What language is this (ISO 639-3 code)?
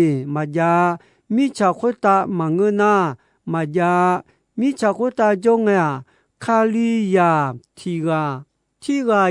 ahk